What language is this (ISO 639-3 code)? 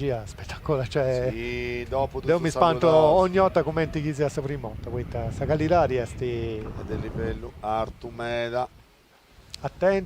srd